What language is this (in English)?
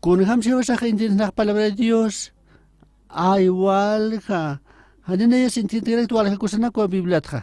Aymara